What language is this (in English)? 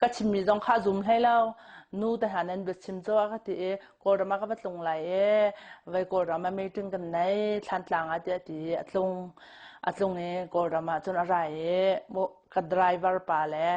Hakha Chin